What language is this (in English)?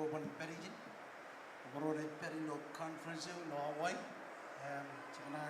Marshallese